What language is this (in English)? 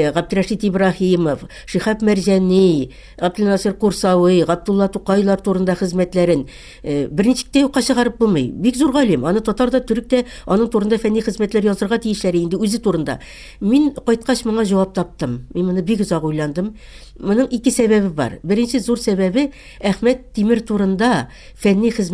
Tatar